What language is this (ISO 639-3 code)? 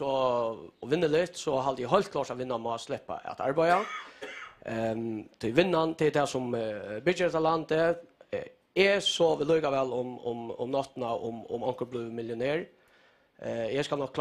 fao